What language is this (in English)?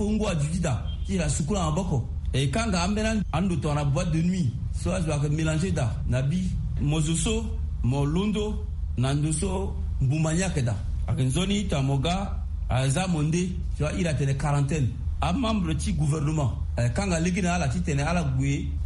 Sango